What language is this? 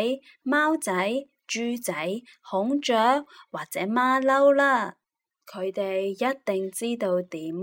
Cantonese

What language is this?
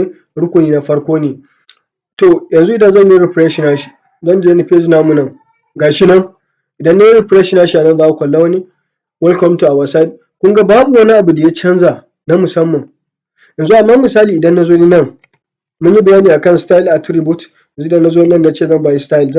Hausa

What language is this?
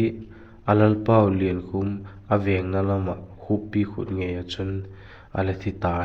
Vaiphei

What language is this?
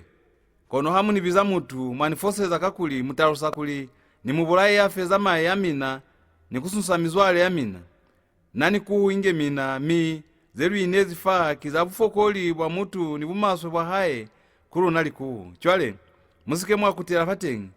Lozi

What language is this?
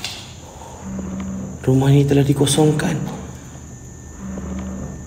Malay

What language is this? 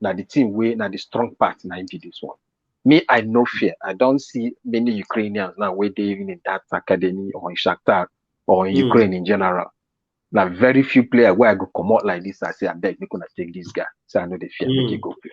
Nigerian Pidgin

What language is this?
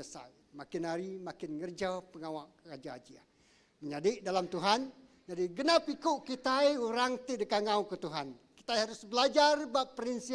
Iban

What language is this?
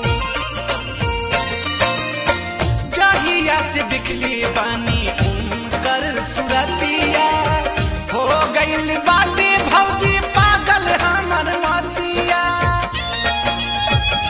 Bhojpuri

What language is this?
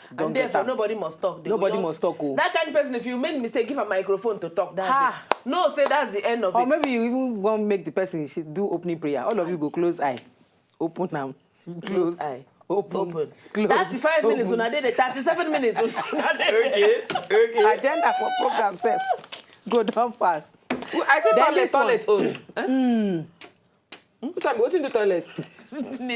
Nigerian Pidgin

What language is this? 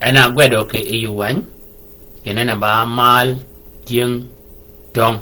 Shilluk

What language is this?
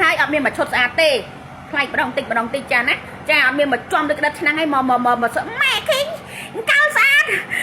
Khmer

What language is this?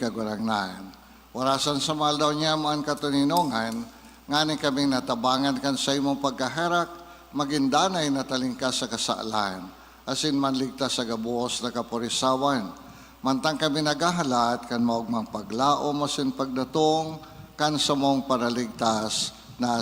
Bikol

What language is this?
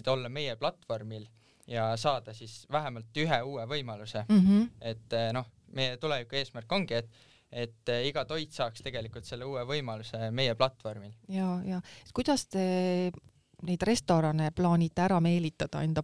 Estonian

